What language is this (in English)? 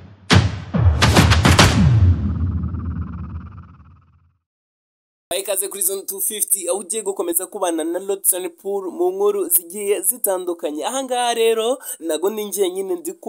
Kinyarwanda